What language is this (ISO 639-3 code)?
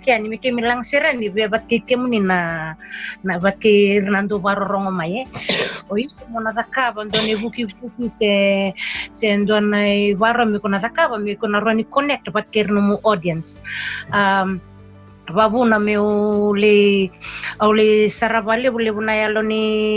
fij